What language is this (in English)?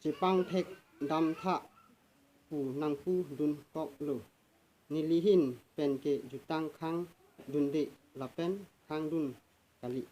Karbi